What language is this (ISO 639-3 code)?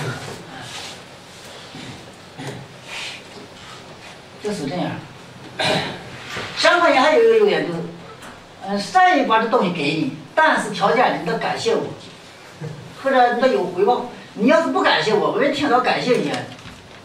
zho